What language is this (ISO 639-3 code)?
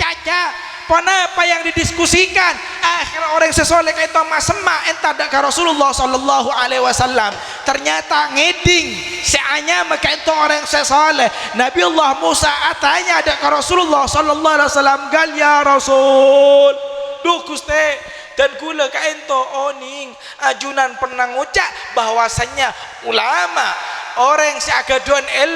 mad